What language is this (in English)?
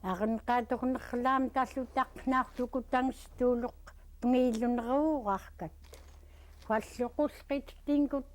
Central Yupik